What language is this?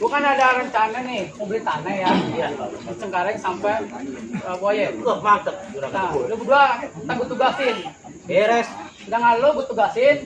Betawi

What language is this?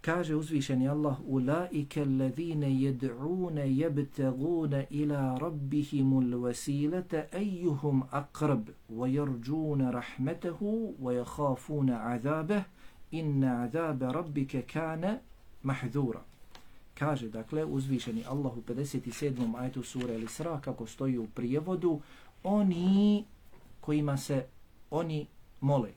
Bosnian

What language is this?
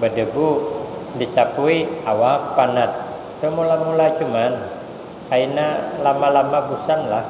Banjar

